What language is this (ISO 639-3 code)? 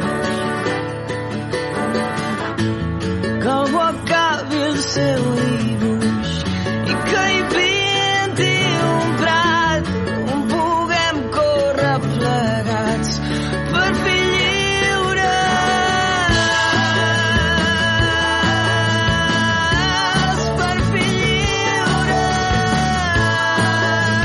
cat